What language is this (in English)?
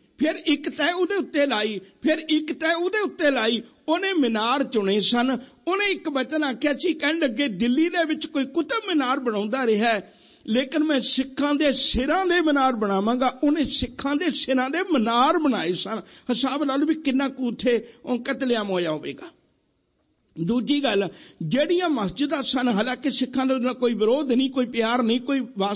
Punjabi